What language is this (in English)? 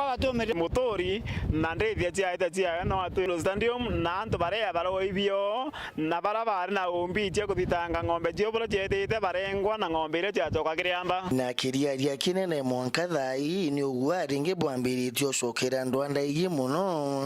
Meru